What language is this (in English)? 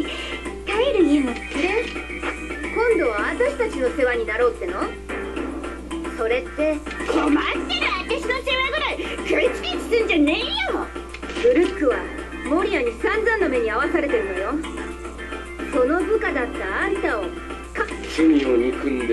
Japanese